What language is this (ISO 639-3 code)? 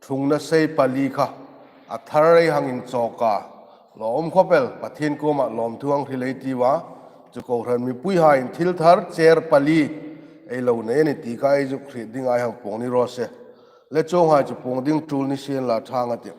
hmr